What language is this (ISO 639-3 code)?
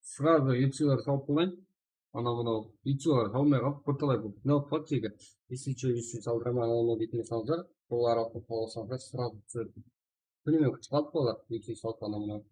kaa